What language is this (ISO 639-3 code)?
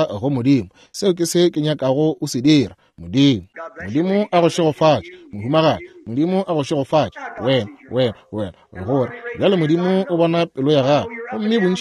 nso